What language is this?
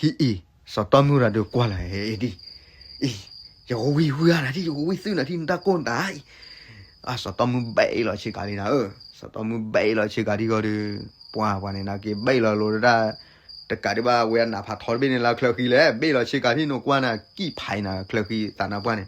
S'gaw Karen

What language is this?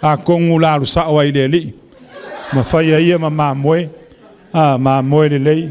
Samoan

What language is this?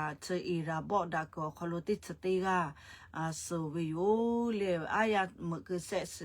Lahu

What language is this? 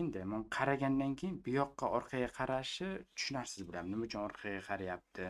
Uzbek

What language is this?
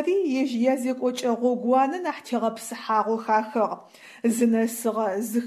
Adyghe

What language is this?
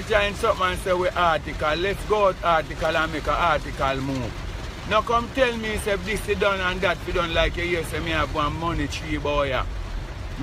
Jamaican Creole English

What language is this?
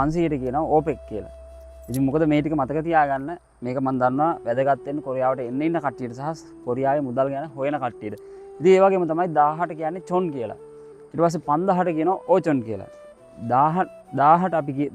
Sinhala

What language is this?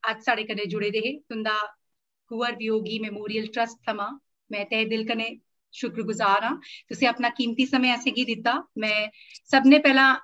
Dogri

